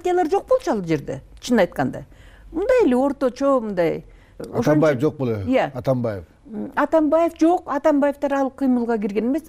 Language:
Kyrgyz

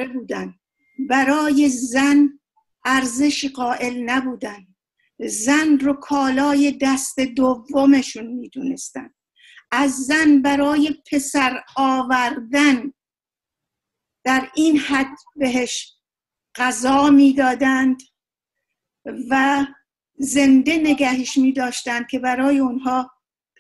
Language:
Persian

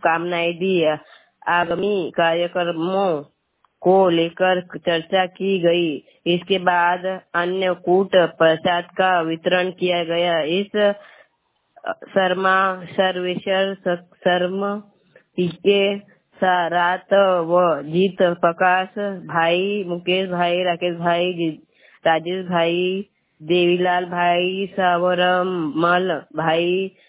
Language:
Hindi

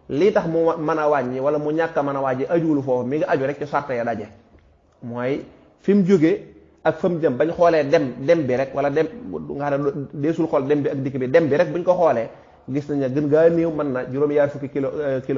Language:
Wolof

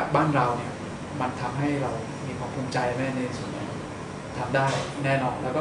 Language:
Thai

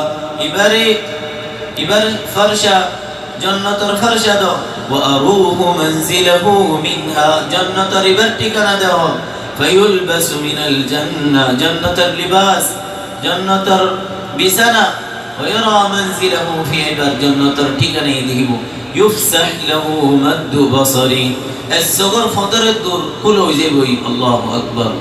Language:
Rohingya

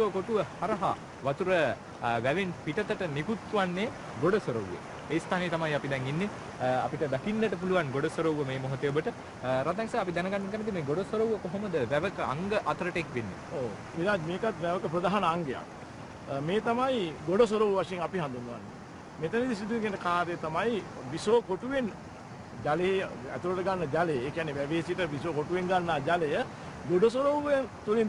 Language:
Sinhala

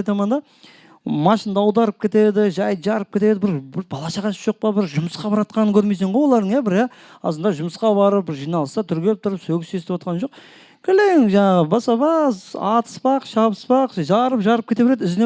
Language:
Kara-Kalpak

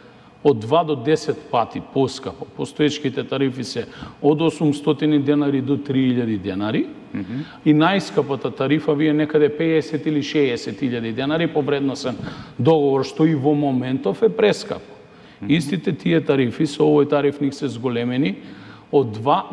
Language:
Macedonian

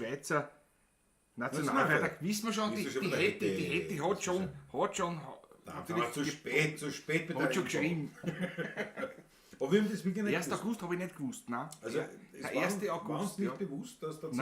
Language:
Bavarian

